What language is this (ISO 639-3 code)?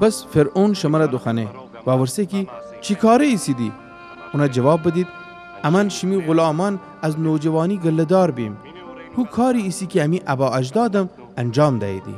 glk